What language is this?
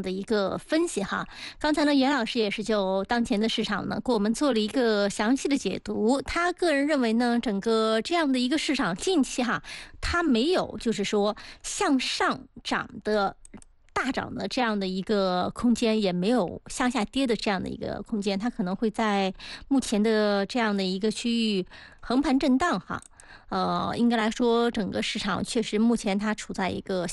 Chinese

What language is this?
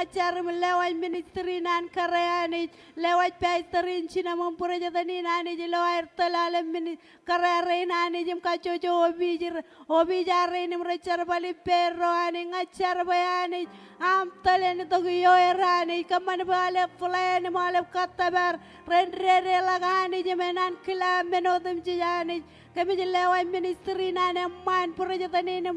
Marshallese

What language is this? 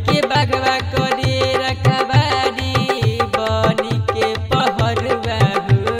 Bhojpuri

